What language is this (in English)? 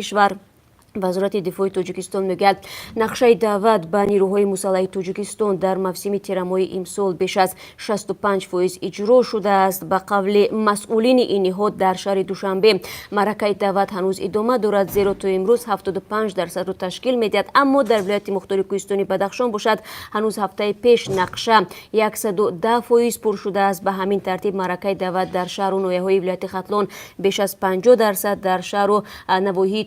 Tajik